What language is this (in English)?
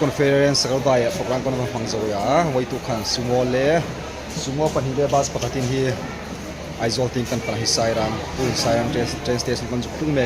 Hmar